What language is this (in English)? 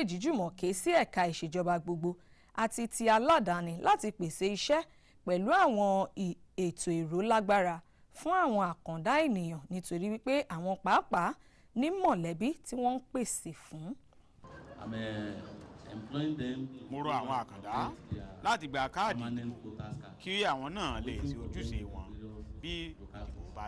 Yoruba